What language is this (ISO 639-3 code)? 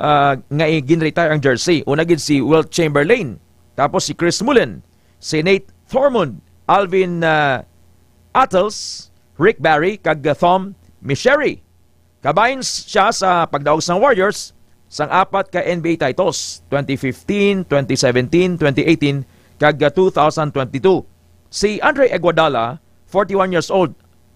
hil